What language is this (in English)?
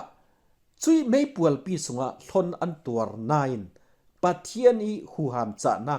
Falam Chin